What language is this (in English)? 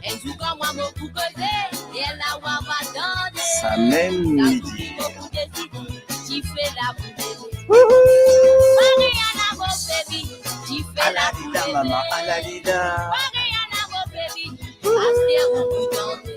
Morisyen